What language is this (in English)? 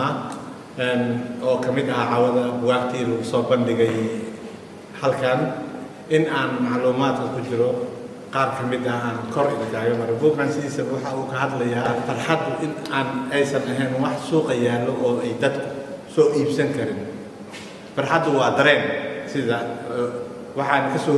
Somali